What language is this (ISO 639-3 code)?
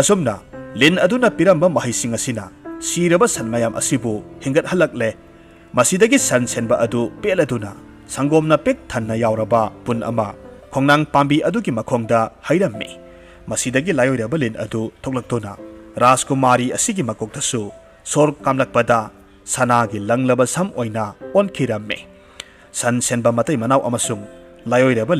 mni